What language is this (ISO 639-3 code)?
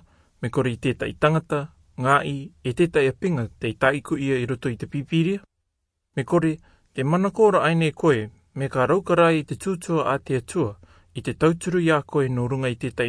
rar